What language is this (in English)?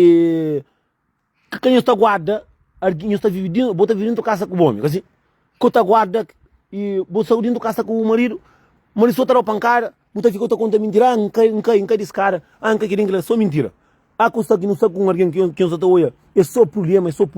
Kabuverdianu